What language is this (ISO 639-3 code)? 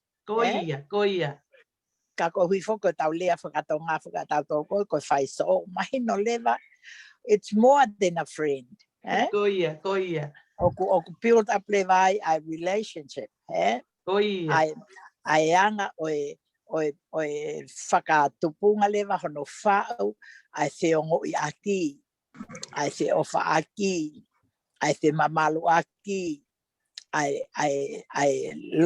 ton